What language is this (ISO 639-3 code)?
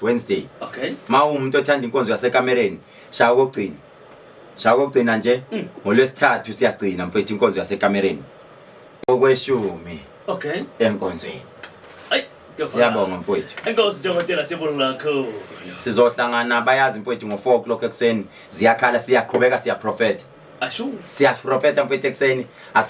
zul